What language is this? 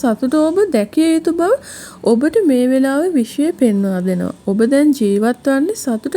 Sinhala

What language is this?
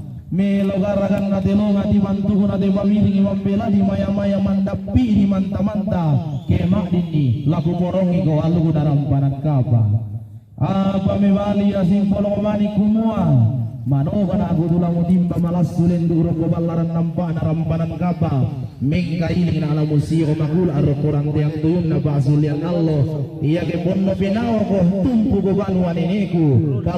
Toraja-Sa'dan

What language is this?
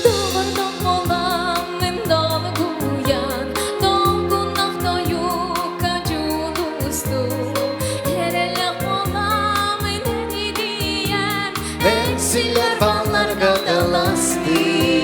Yakut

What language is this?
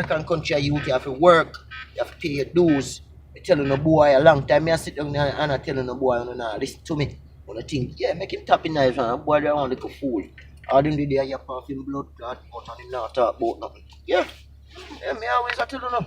Jamaican Creole English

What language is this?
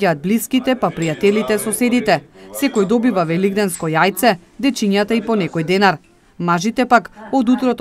Macedonian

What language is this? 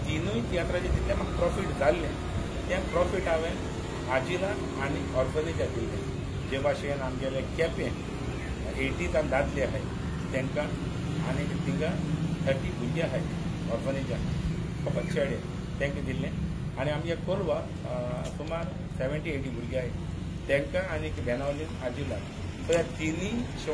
Konkani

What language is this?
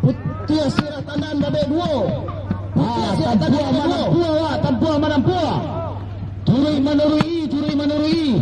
Minangkabau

